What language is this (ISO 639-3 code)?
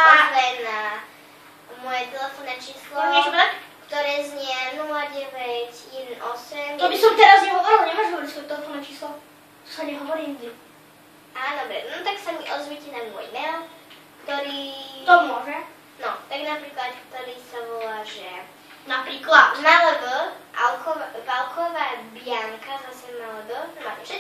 slk